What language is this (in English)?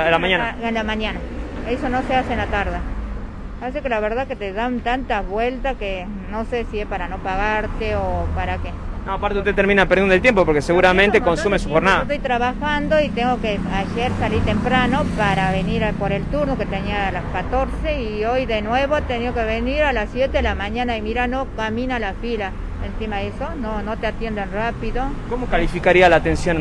Spanish